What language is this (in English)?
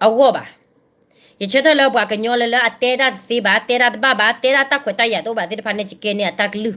S'gaw Karen